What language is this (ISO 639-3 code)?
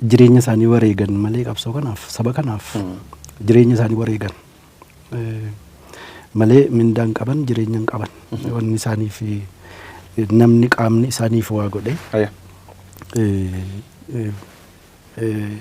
orm